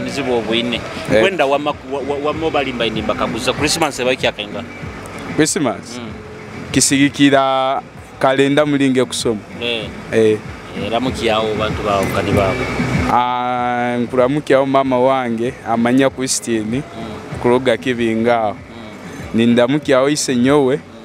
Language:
Nyoro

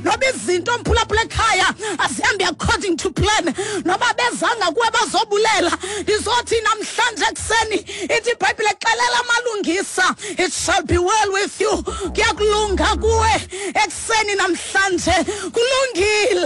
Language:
Xhosa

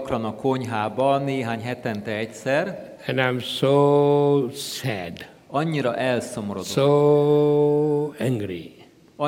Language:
Hungarian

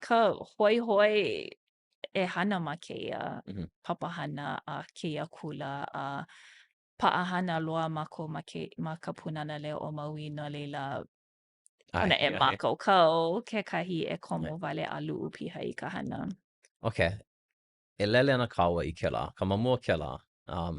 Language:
Hawaiian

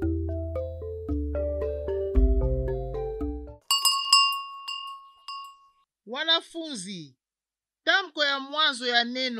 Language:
Swahili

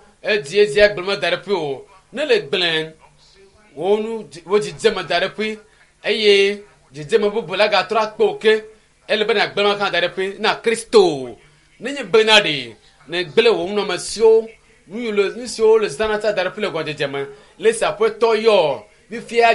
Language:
Ewe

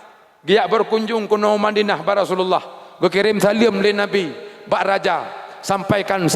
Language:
Achinese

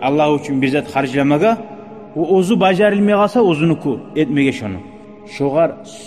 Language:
Kumyk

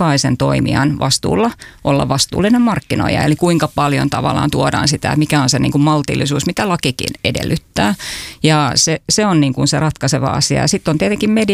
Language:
Finnish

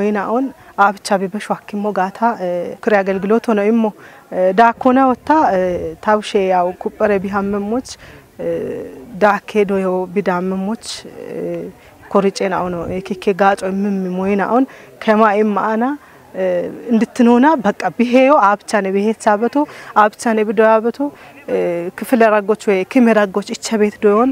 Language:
Kafa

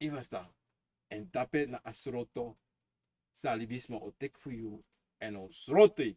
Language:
Sranan Tongo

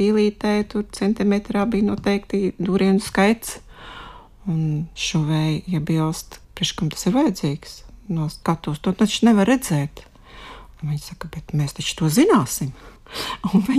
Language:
Latvian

